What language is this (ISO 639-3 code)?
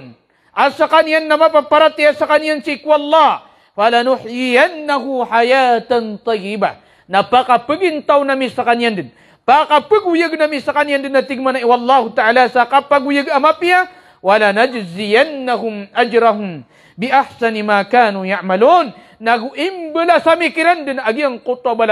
mrw